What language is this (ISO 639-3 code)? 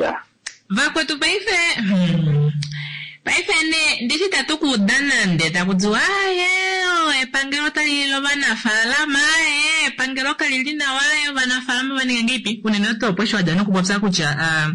kua